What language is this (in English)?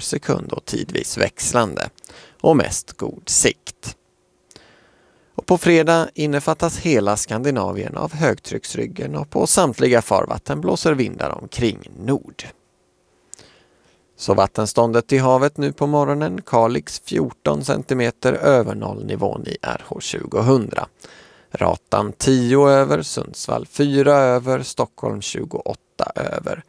Swedish